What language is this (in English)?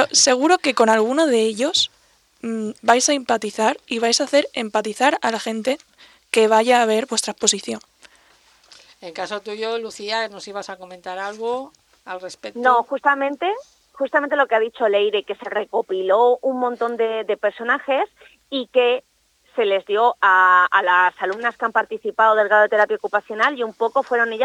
Spanish